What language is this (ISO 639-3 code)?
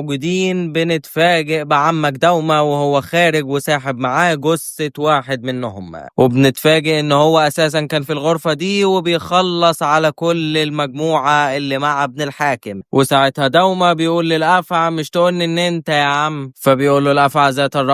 arz